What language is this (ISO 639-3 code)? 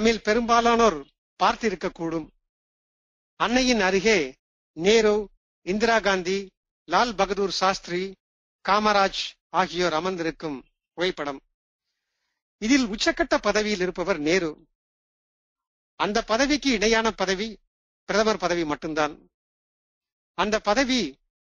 tam